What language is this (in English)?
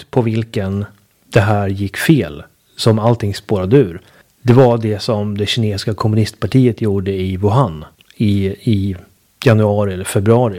Swedish